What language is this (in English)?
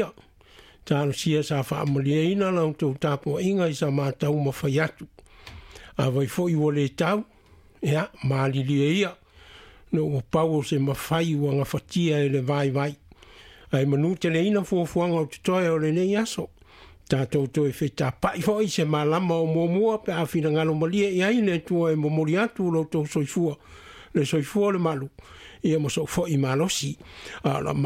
Samoan